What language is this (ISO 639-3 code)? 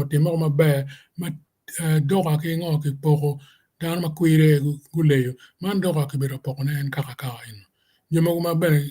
ach